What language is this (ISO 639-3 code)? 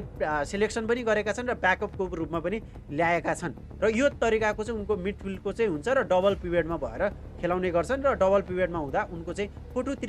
nep